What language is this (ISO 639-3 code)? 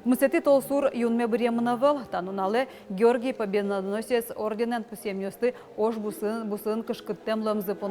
udm